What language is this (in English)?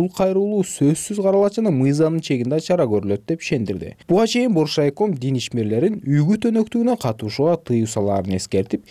Kyrgyz